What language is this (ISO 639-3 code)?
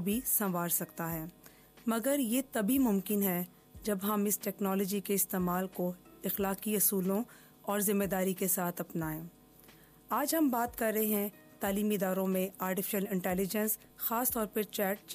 urd